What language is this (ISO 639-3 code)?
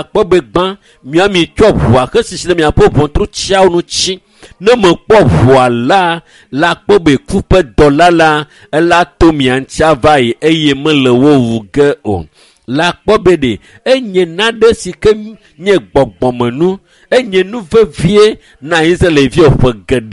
ewe